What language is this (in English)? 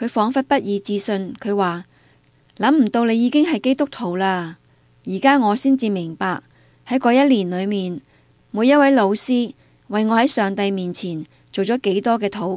Cantonese